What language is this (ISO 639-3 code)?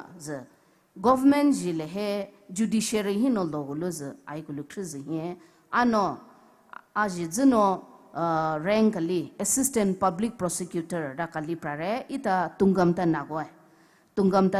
pmx